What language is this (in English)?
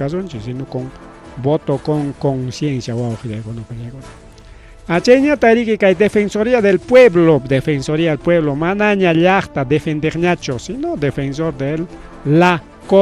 Ayacucho Quechua